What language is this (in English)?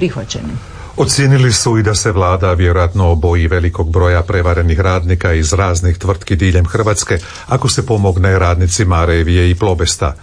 Croatian